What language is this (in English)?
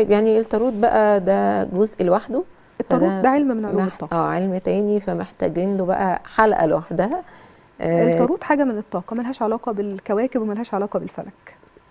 Egyptian Arabic